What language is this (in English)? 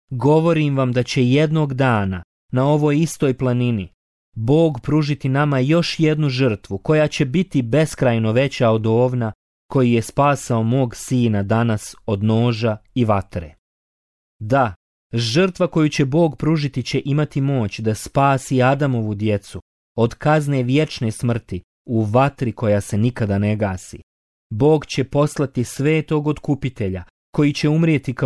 Bosnian